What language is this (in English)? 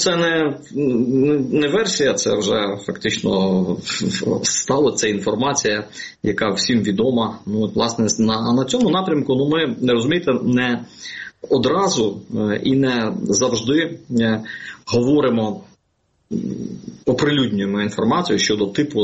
Ukrainian